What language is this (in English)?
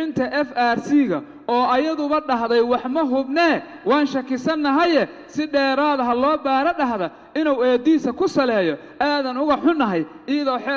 Somali